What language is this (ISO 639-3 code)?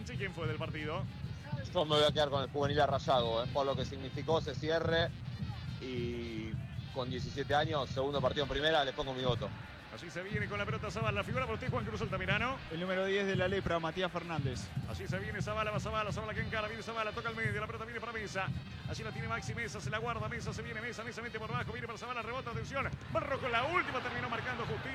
spa